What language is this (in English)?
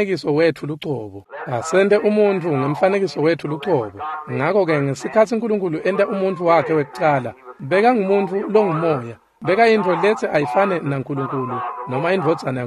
Swati